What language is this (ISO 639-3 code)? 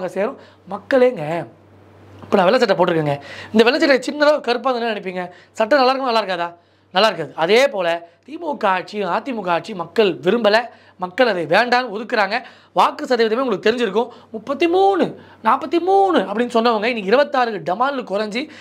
tam